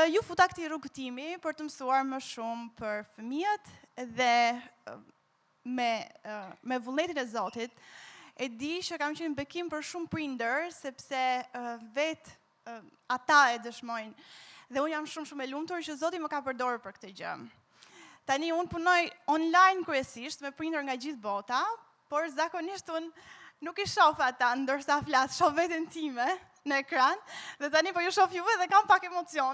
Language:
Albanian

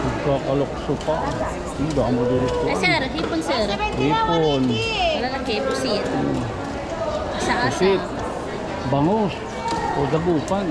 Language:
Waray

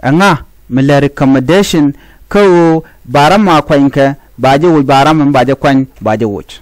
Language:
Nuer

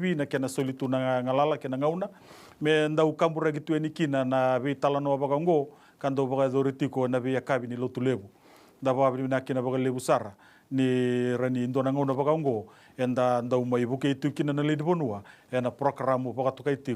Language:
Fijian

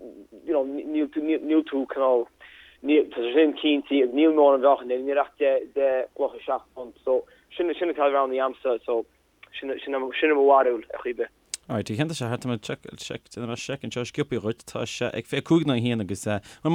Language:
Irish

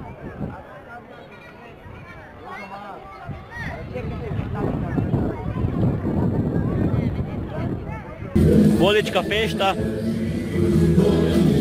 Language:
Croatian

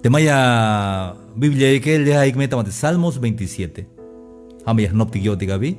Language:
Tzeltal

